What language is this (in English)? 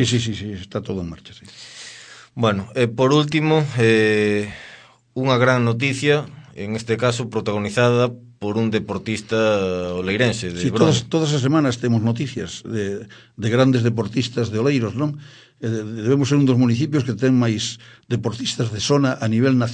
Galician